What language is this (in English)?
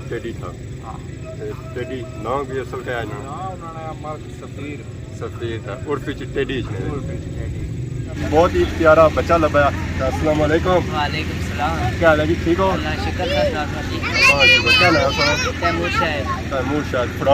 Pahari-Potwari